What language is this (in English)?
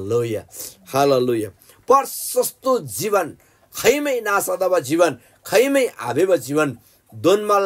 Eastern Tamang